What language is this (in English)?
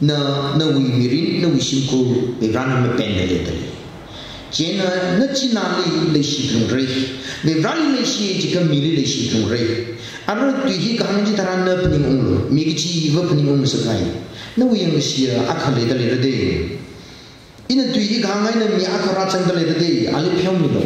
Tangkhul Naga (India)